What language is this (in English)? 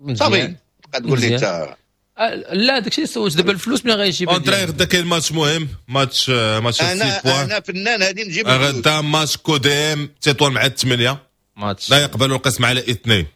Moroccan Arabic